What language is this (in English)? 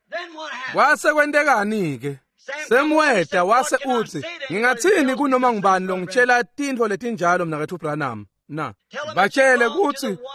Swati